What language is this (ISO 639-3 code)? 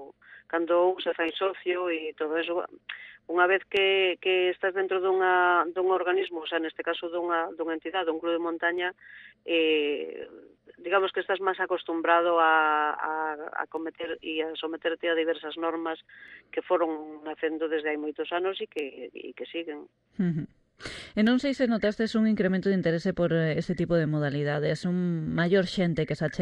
glg